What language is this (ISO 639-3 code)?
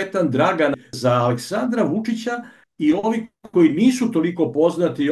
srp